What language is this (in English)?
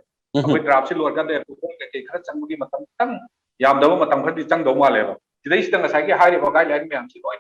Manipuri